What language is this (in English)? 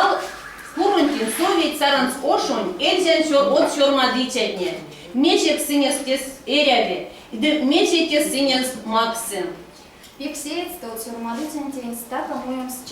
Erzya